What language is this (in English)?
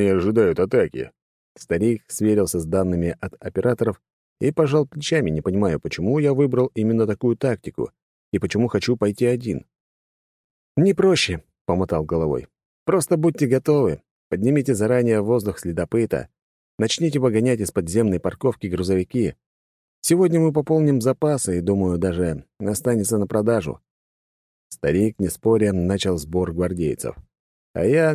Russian